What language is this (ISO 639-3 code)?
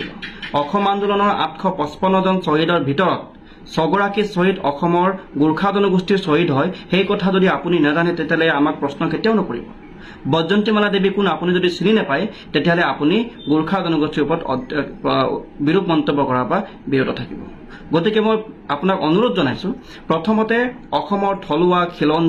asm